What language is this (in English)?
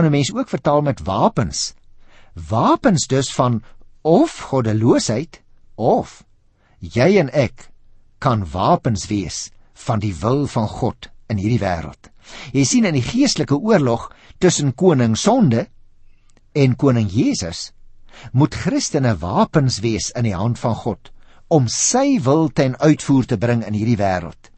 Afrikaans